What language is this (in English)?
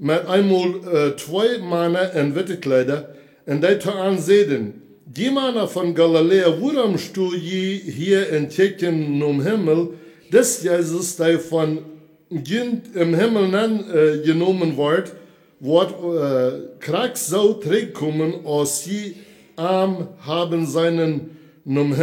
Plautdietsch